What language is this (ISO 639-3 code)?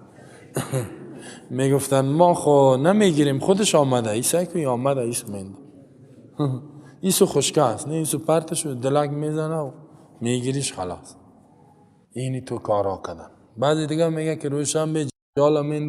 fas